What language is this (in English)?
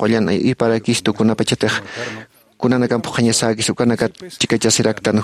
Aymara